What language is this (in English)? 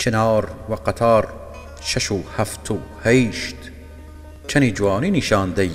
Southern Kurdish